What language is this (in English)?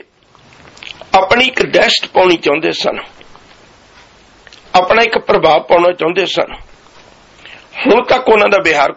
Punjabi